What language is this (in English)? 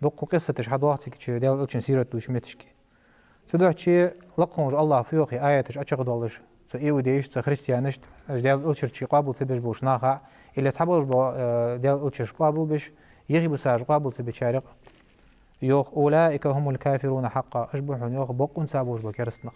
Ingush